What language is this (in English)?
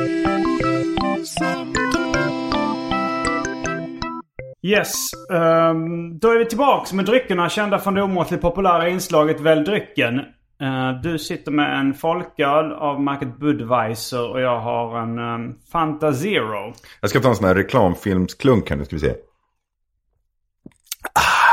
Swedish